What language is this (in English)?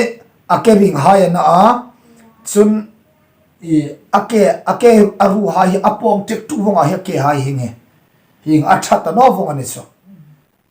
Hmar